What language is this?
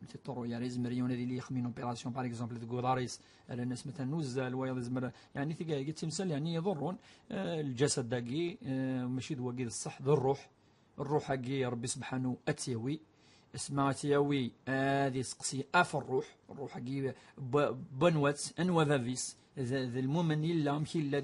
Kabyle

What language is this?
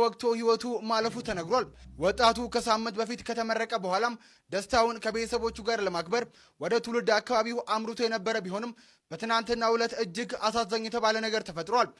Amharic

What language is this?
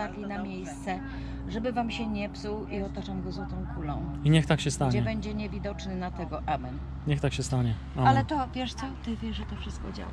Polish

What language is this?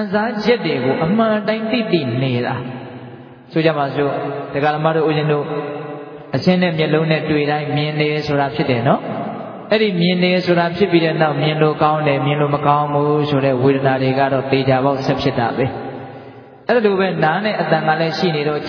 Burmese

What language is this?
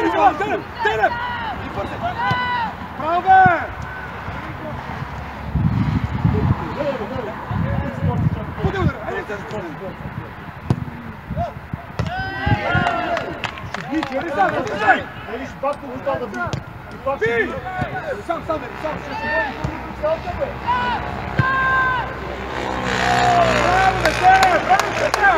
Bulgarian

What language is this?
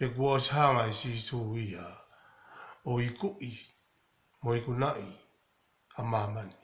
Tongan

